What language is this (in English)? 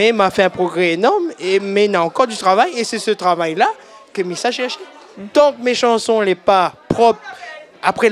Réunion Creole French